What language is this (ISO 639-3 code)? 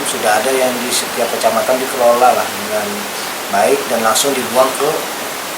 bjn